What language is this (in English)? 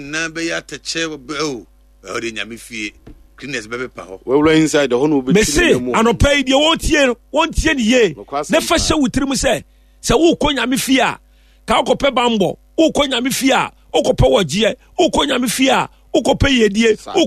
Akan